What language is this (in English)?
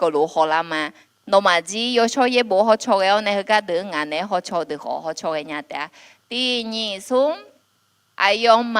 Akha